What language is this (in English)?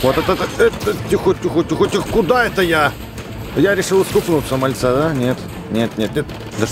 Russian